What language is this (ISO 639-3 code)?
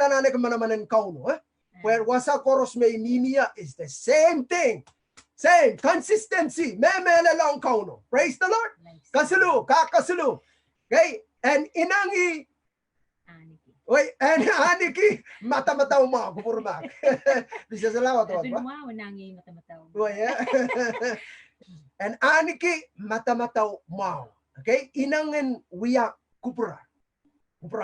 pon